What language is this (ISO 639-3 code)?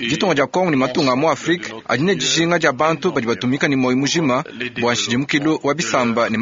lua